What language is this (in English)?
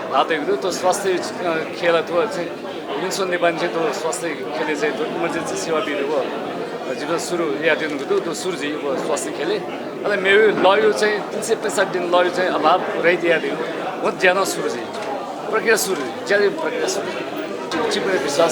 Newari